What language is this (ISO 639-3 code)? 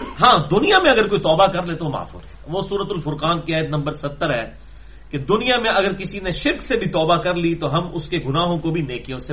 urd